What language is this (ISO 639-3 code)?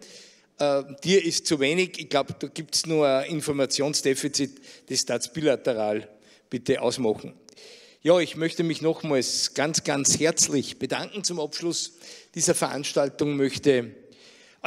deu